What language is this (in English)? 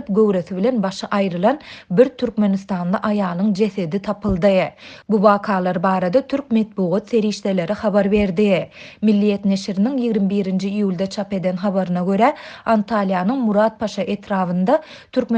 Turkmen